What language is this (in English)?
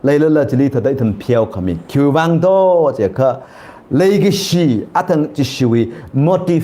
Tangkhul Naga (India)